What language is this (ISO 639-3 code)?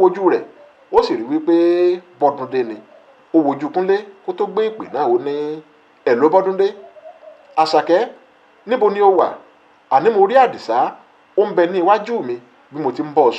yor